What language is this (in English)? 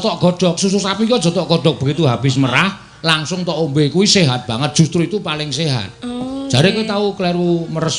Javanese